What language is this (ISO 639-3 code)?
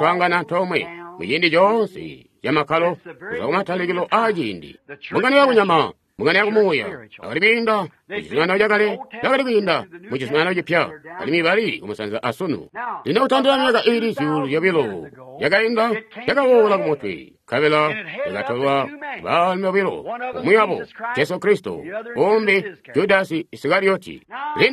toi